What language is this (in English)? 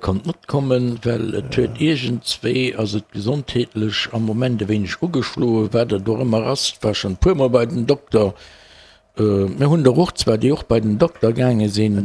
Luxembourgish